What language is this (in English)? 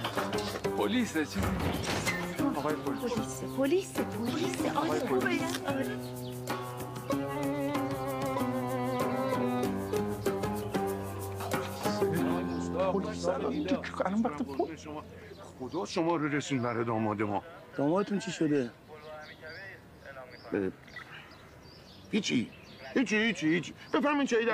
Persian